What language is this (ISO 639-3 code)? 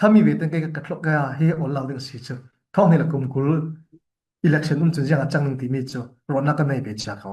cfm